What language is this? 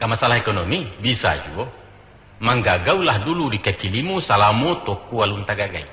Minangkabau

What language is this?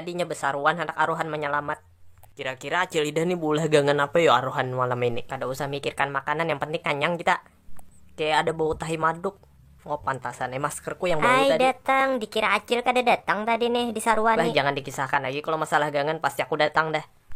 Banjar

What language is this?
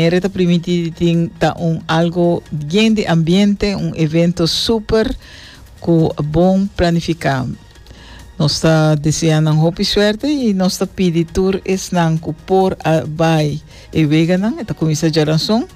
Papiamento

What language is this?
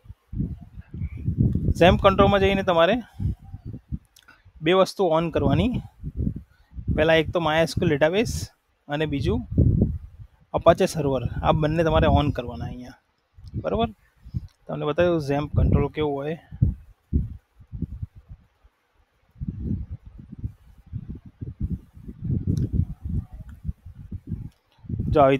Gujarati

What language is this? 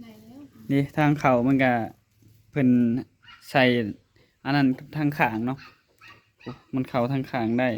Lao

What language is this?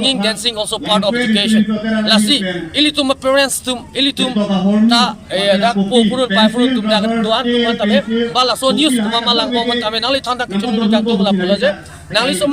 Karbi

